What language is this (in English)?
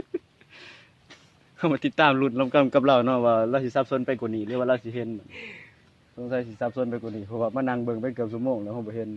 Lao